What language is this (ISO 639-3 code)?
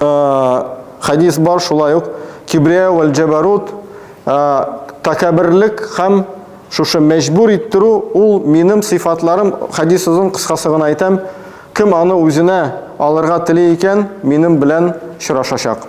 tat